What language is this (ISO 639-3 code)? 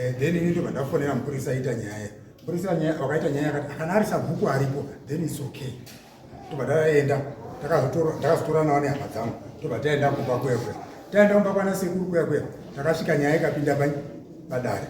sna